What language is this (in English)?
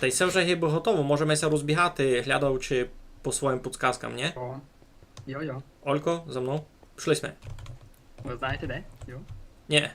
Rusyn